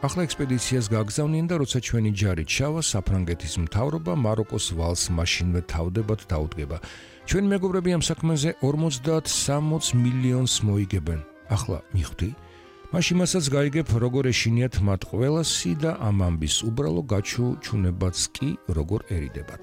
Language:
Georgian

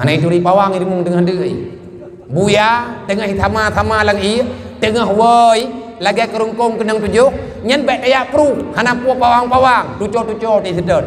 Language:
Achinese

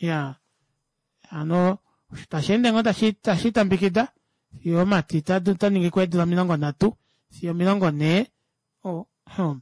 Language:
Kuanyama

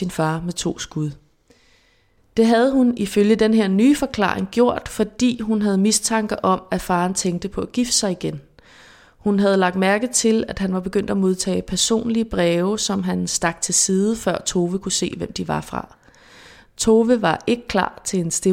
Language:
Danish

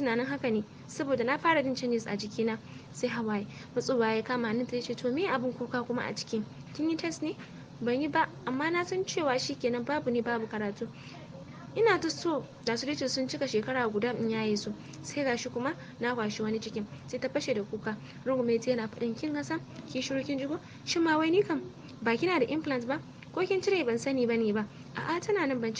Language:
Hausa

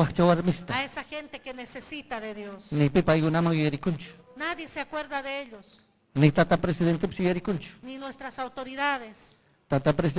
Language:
Ayacucho Quechua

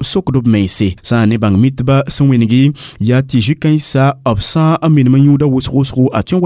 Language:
Mossi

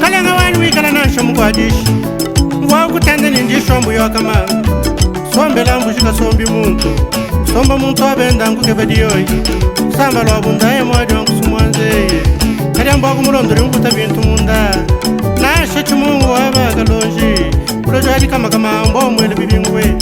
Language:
Luba-Lulua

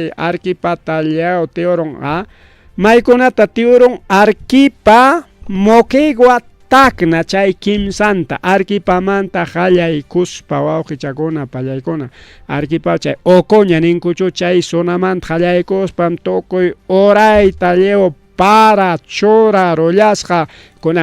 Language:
Ayacucho Quechua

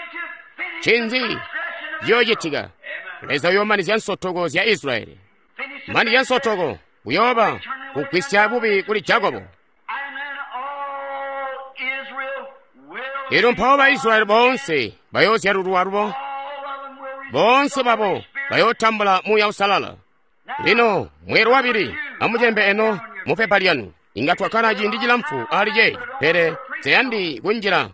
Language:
Tonga (Zambia)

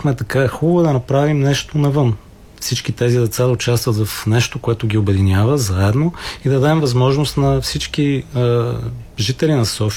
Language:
Bulgarian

